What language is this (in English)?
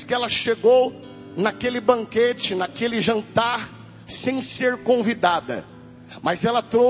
Portuguese